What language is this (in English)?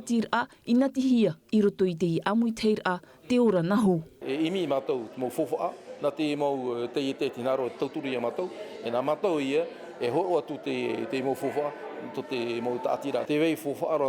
Tahitian